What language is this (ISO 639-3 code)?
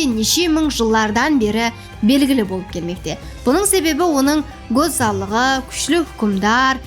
kaa